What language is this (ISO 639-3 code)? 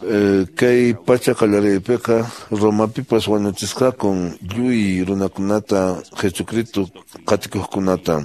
que